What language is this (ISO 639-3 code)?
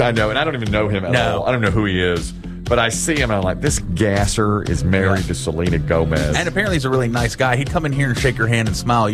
eng